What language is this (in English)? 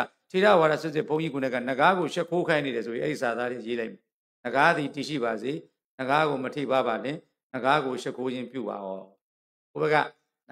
Burmese